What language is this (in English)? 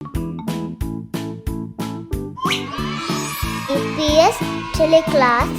Divehi